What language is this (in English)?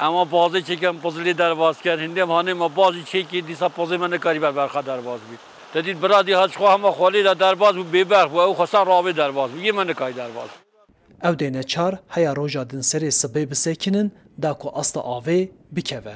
Kurdish